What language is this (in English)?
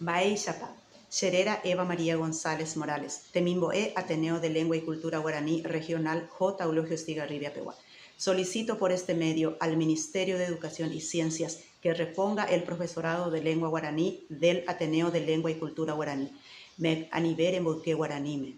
Guarani